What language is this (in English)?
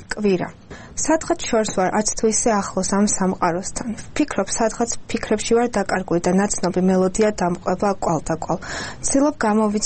Georgian